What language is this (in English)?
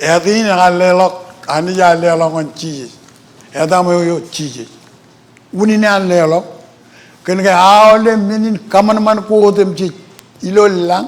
Marshallese